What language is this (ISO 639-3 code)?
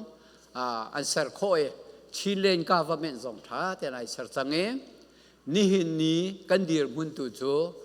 cfm